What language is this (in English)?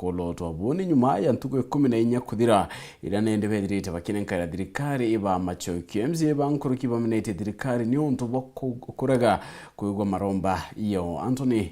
Meru